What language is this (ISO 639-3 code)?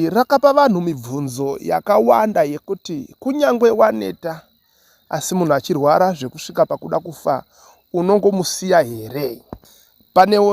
sna